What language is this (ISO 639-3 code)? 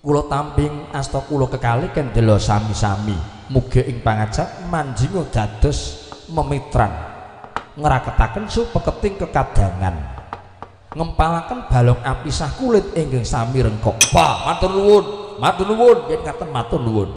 jav